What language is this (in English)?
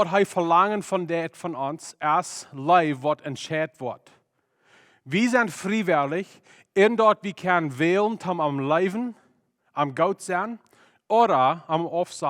Plautdietsch